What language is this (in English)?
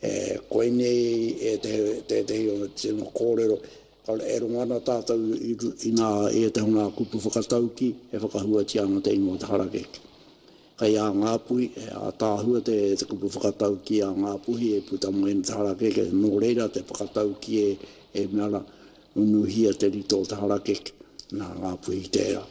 Māori